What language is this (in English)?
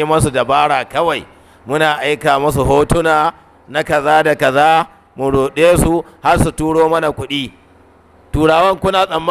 Hausa